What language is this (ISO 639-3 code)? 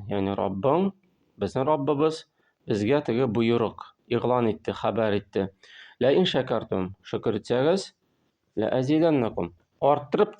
tat